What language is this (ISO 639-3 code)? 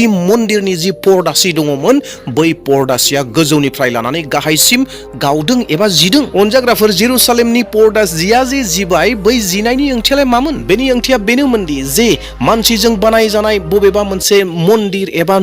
brx